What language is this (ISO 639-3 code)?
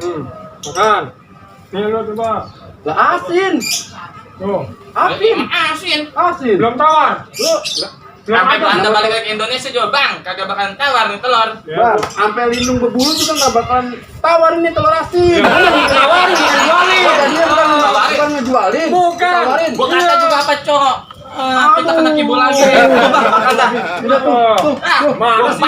bew